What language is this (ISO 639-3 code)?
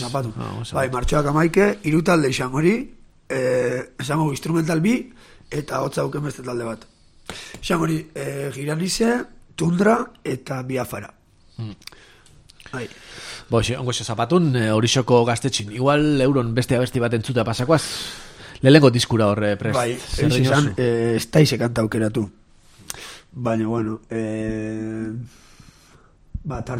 eus